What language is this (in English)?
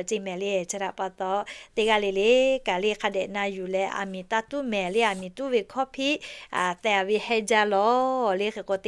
Lahu